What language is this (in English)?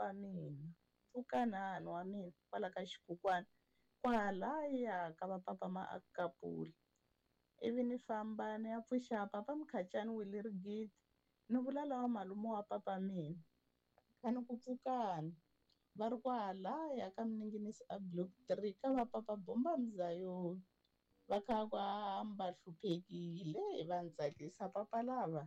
Tsonga